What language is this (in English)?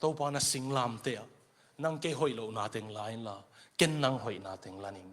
Tedim Chin